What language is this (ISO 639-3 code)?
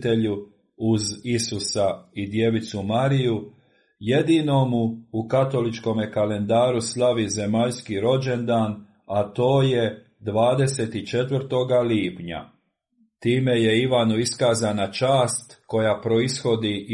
hrv